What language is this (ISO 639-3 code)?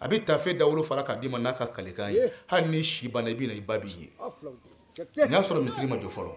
bam